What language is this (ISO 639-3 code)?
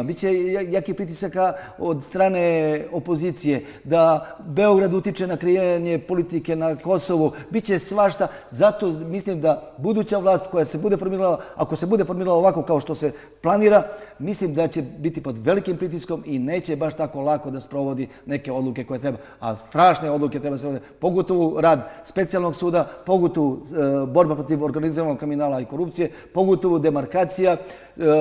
srp